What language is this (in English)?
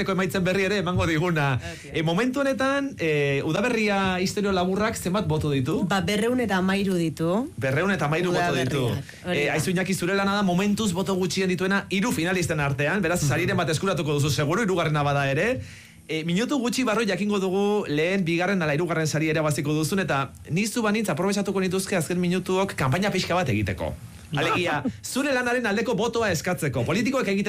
Basque